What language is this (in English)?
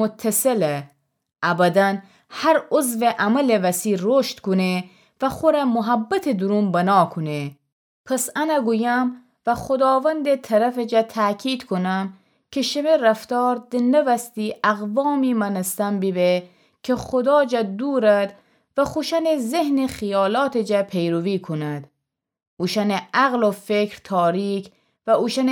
Gilaki